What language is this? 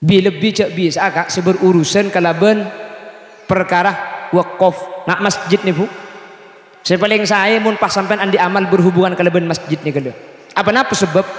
Madurese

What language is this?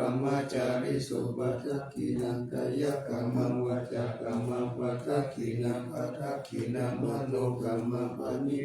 Pali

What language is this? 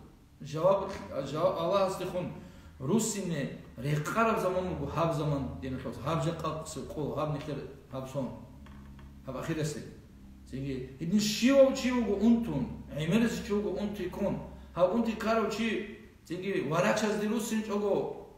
Avaric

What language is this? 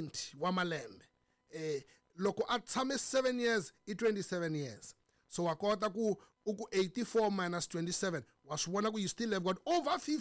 Tsonga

